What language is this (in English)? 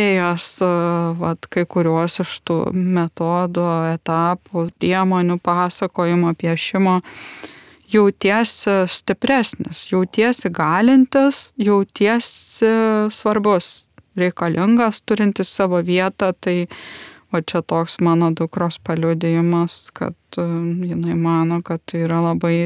Lithuanian